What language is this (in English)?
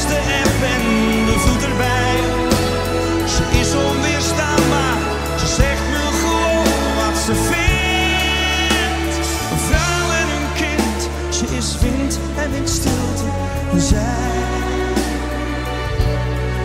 Dutch